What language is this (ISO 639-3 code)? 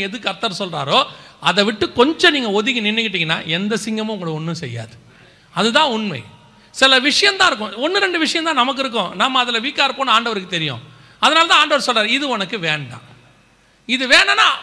tam